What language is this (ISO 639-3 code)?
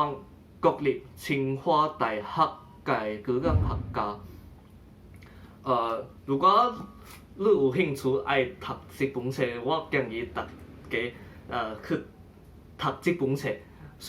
nan